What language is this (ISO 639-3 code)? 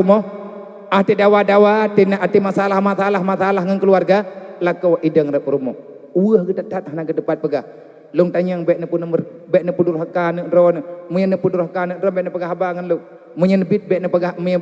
ace